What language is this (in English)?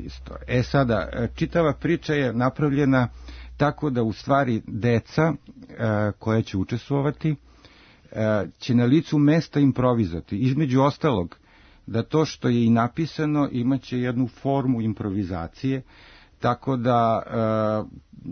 Serbian